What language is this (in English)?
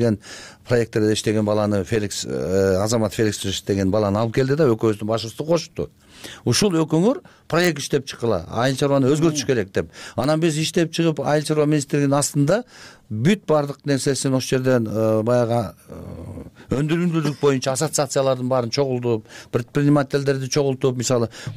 Kyrgyz